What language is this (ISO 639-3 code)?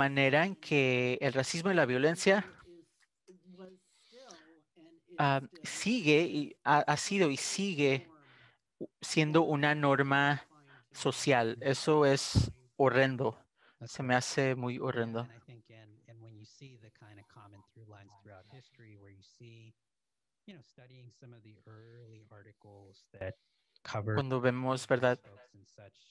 spa